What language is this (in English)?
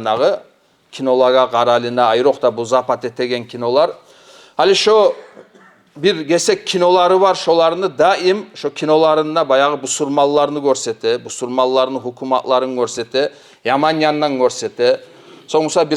Kumyk